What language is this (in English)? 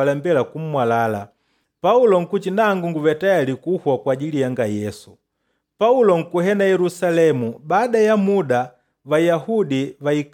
Makonde